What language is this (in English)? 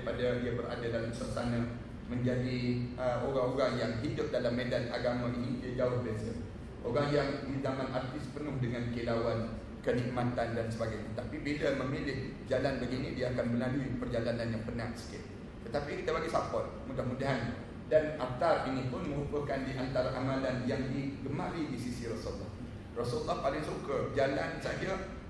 Malay